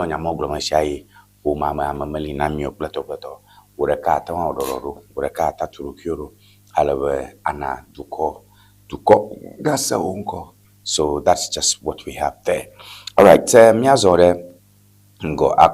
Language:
Ewe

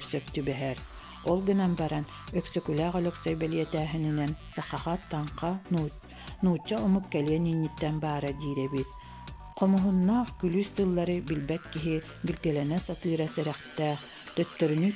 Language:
Yakut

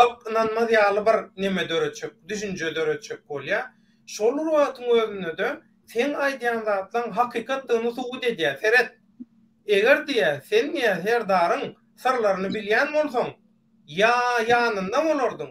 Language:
Turkmen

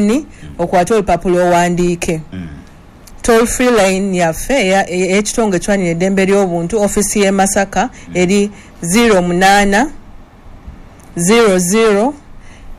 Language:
Ganda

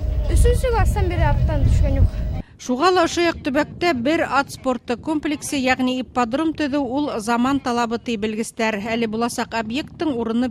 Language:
Bashkir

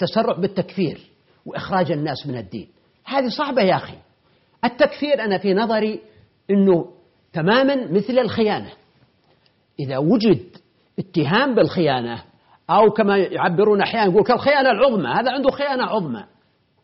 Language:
Arabic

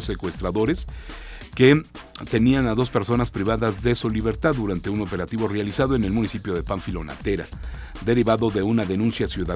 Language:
Spanish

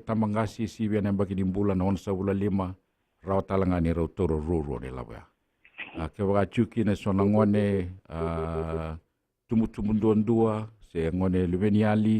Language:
Fijian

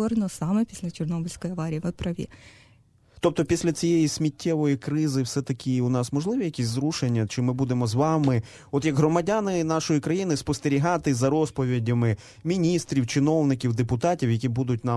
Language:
Ukrainian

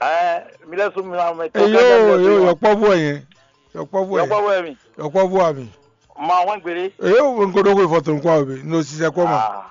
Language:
Fon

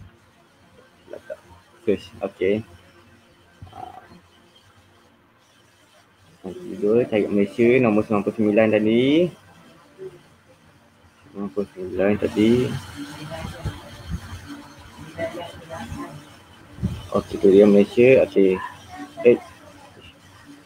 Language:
Malay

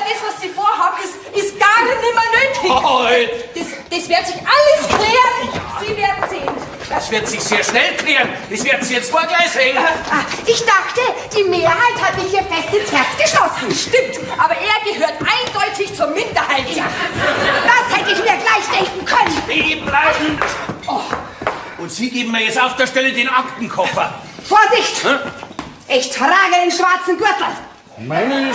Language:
Bavarian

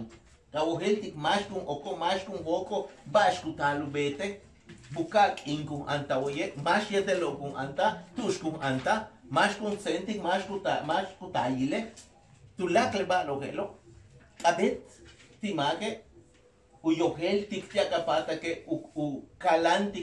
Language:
Yucateco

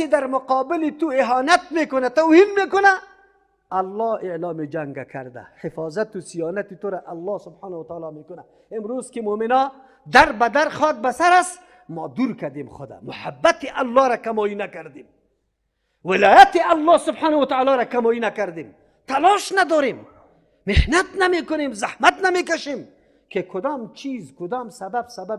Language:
Persian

